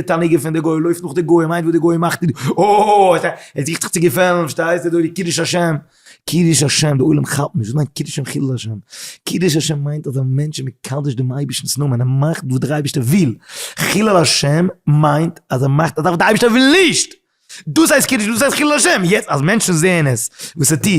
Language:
Yiddish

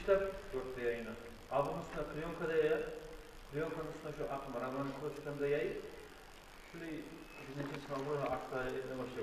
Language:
Kumyk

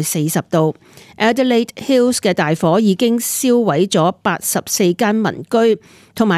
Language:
Cantonese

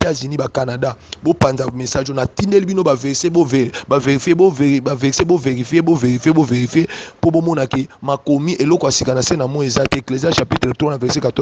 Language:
Lingala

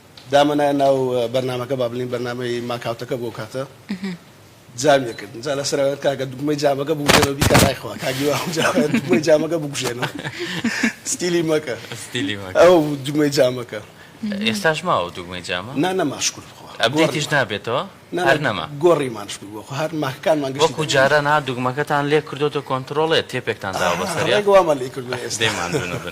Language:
Central Kurdish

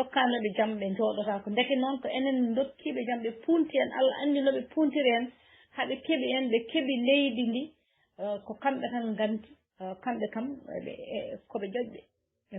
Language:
Fula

